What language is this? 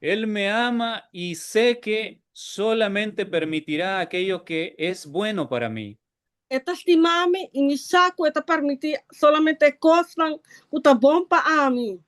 Papiamento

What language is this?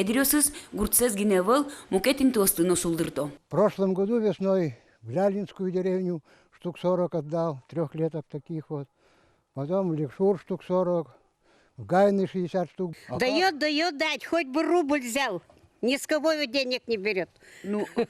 Udmurt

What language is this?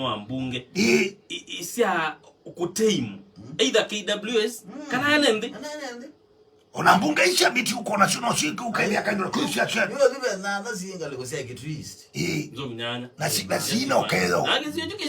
Kamba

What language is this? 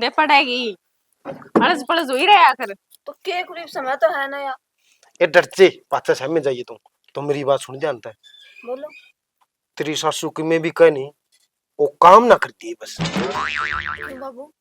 Haryanvi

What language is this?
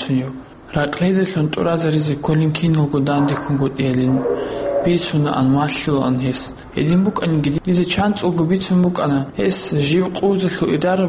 Avaric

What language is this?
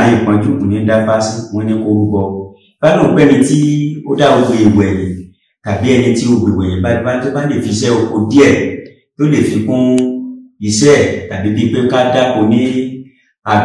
Yoruba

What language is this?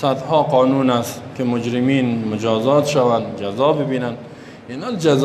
Persian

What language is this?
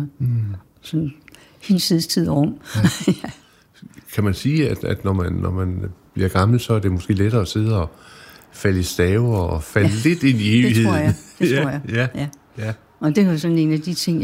Danish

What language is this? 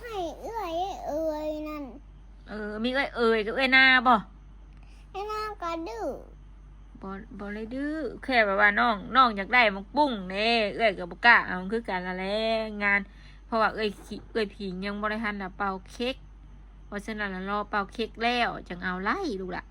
Northeastern Thai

